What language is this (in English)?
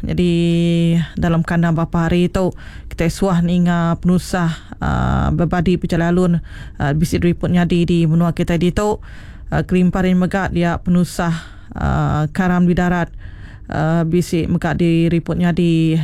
Iban